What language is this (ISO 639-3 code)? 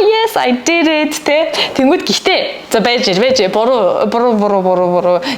mon